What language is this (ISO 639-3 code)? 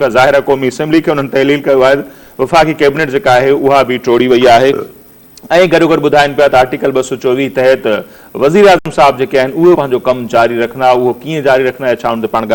snd